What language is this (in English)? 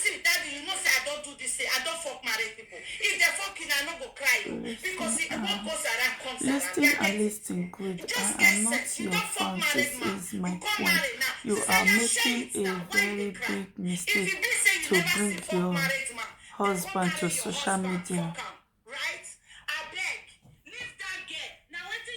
Nigerian Pidgin